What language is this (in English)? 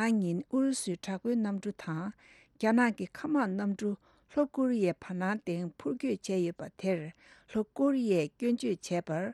Tibetan